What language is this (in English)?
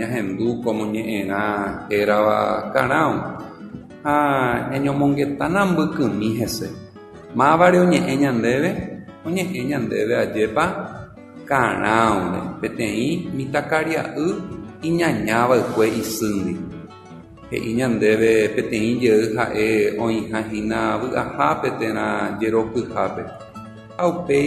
Guarani